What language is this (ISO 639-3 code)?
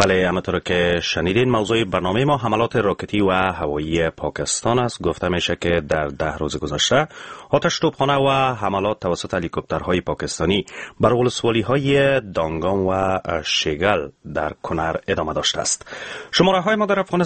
fas